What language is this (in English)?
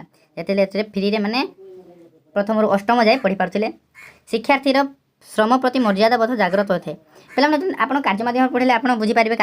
Odia